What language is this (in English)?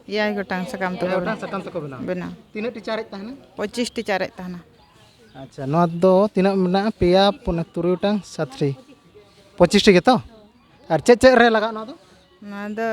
Santali